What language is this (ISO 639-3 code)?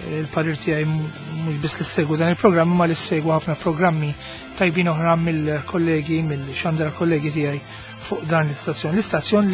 mlt